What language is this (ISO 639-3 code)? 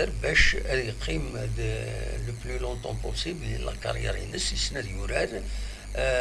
kab